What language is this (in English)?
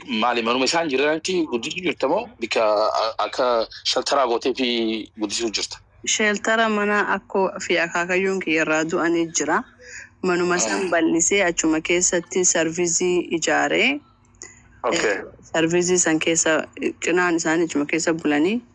Oromo